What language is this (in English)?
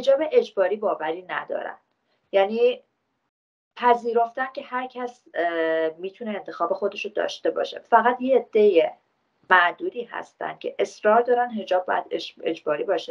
Persian